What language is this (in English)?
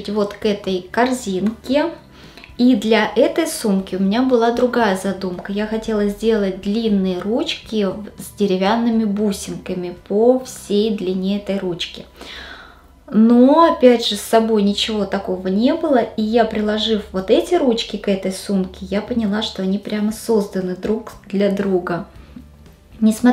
Russian